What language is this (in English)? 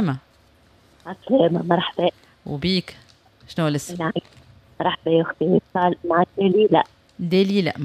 Tunisian Arabic